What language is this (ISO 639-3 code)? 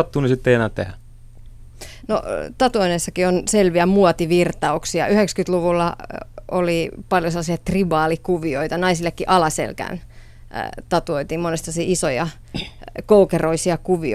fin